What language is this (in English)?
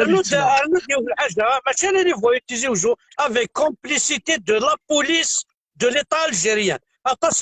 Kabyle